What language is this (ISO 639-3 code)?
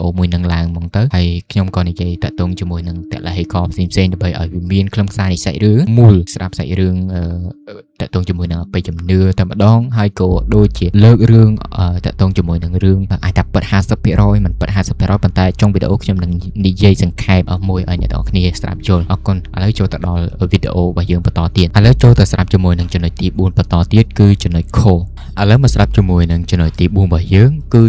khm